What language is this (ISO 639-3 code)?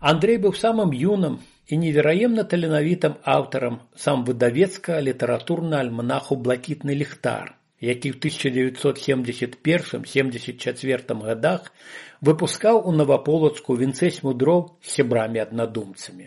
bel